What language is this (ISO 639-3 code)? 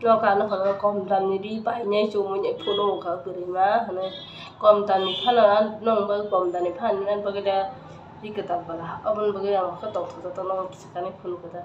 trp